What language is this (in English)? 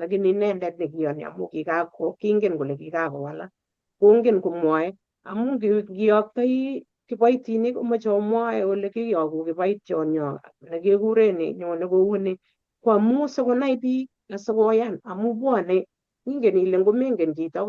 Kalenjin